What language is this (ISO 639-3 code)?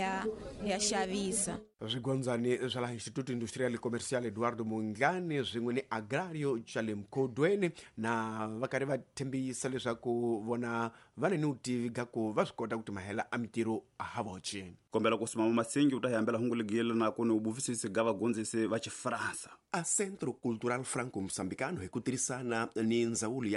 tso